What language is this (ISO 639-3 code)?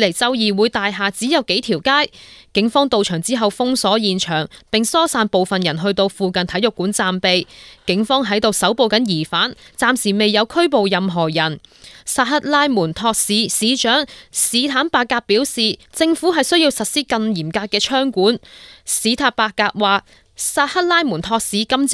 yue